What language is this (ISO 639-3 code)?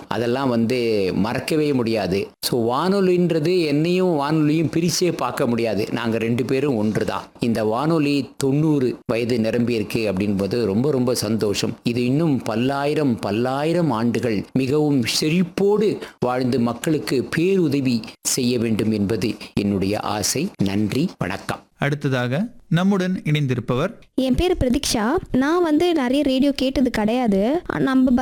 tam